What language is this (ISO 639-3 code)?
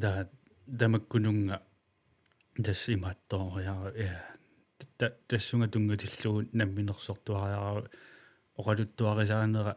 kal